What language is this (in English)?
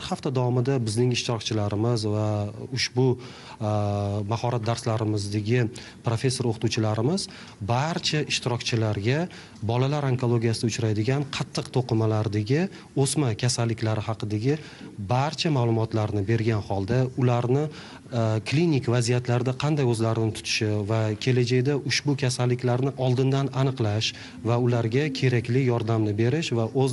Uzbek